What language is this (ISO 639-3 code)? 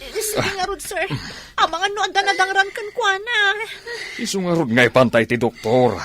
ilo